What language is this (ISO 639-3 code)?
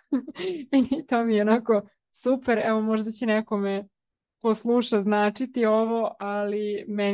srp